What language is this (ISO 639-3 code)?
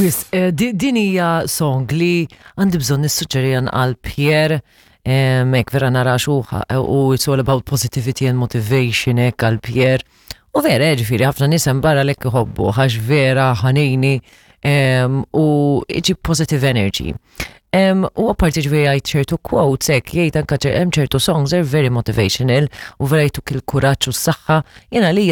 mlt